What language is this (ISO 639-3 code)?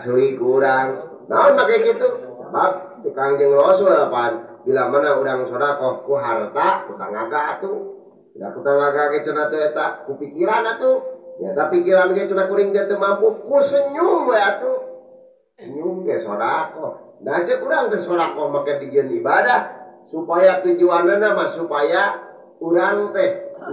sun